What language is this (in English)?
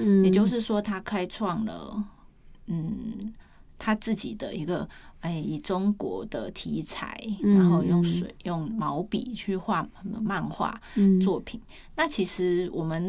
Chinese